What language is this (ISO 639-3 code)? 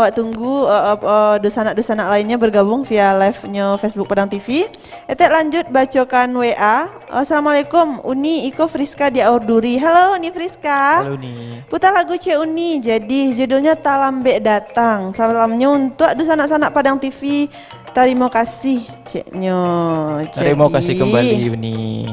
min